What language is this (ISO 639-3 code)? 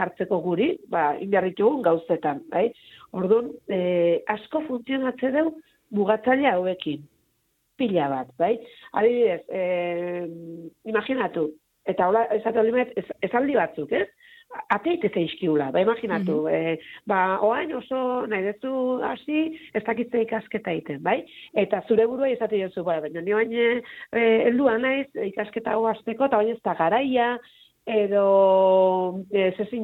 eus